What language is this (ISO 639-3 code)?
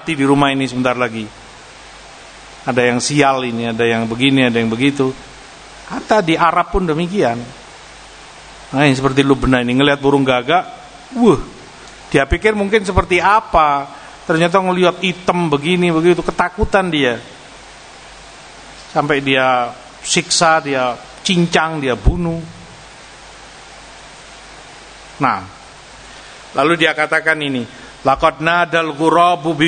ind